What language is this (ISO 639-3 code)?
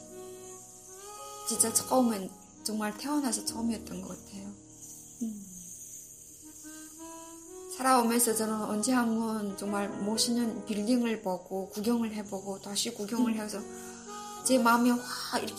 kor